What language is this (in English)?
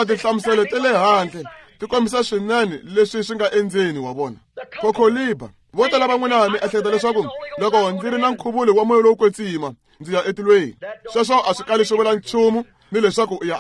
Tsonga